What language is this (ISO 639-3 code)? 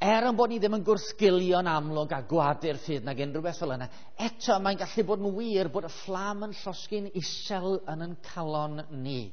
cym